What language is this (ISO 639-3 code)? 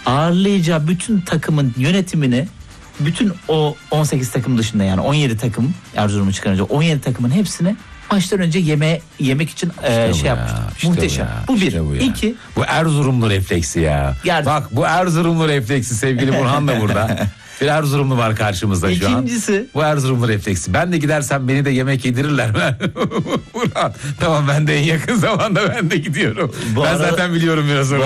tur